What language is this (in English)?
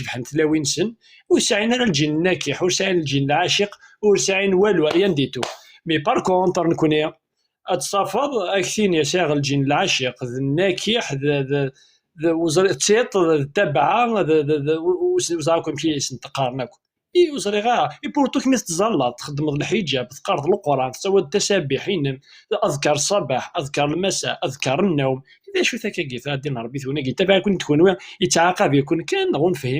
Kabyle